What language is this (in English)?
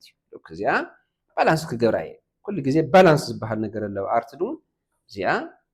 Tigrinya